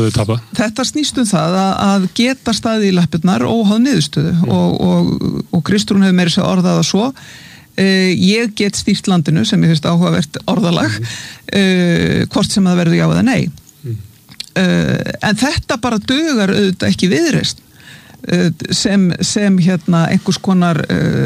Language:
Icelandic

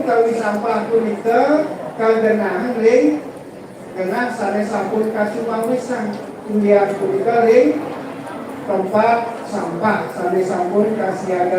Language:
Balinese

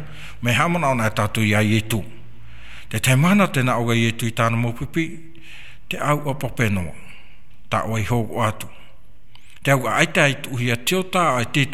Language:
Tahitian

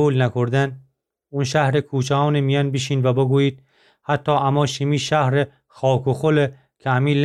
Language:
Gilaki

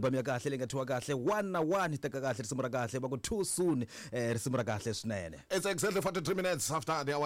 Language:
Tsonga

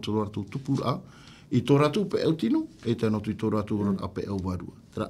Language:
Tahitian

